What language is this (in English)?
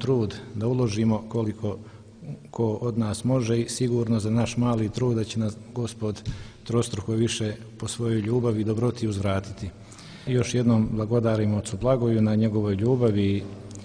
Serbian